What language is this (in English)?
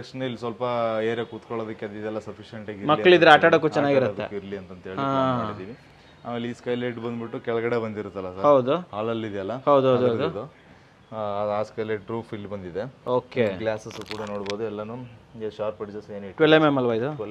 Kannada